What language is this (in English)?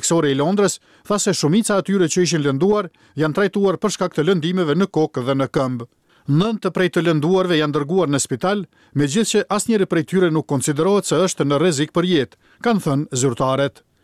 Albanian